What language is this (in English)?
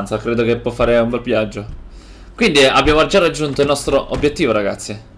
Italian